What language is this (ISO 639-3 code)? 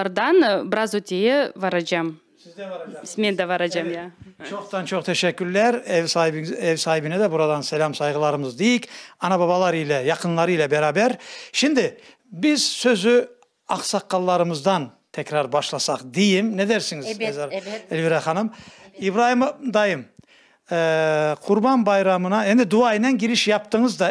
crh